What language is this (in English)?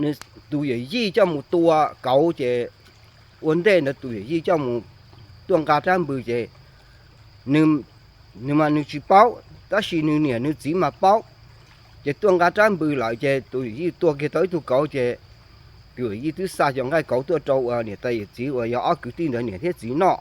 Hmong